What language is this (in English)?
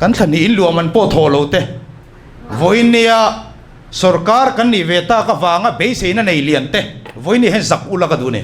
Mizo